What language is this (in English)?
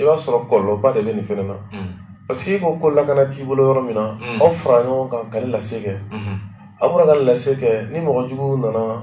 Bambara